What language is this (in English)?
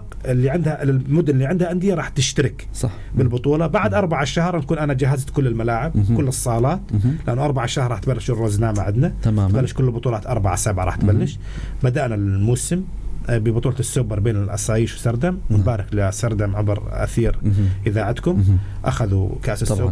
North Levantine Arabic